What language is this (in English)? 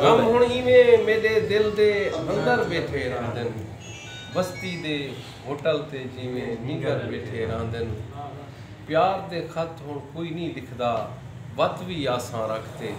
Saraiki